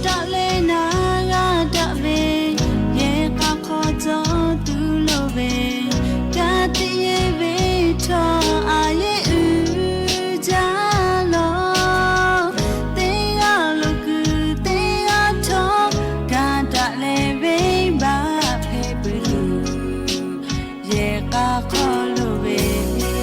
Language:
Lahu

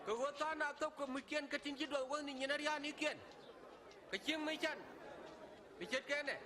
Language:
Nuer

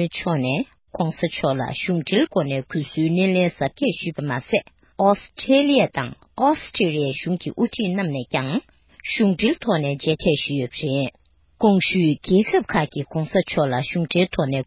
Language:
Tibetan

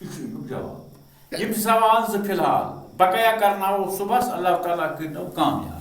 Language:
Kashmiri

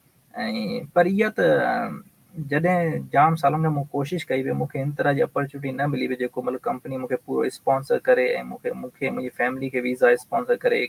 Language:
Sindhi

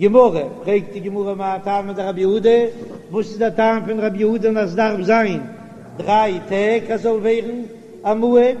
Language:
Yiddish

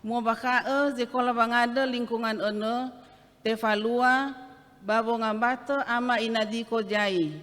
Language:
Nias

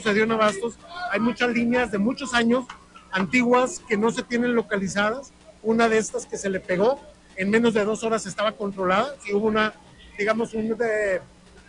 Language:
Spanish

